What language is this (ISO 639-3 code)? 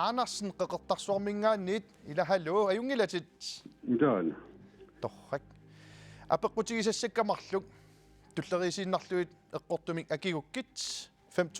kal